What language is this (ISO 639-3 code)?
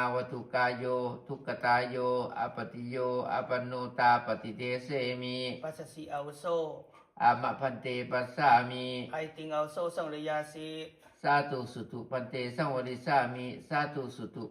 pli